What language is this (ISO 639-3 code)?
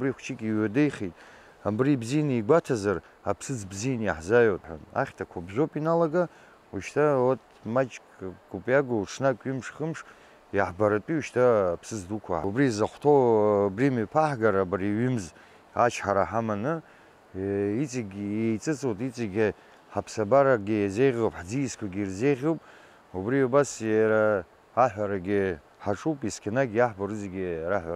abk